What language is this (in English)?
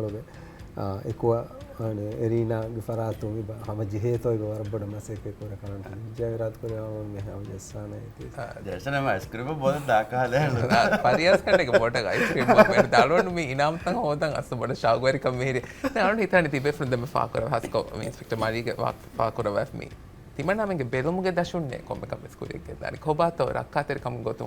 Divehi